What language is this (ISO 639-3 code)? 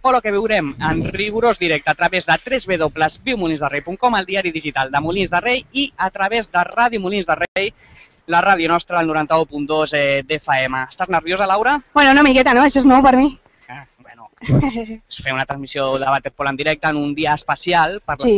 cat